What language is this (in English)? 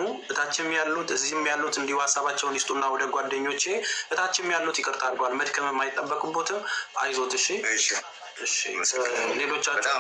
Amharic